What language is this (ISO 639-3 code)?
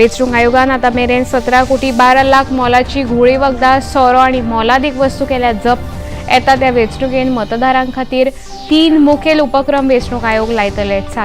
kok